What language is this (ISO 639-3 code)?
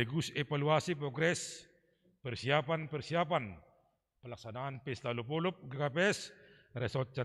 bts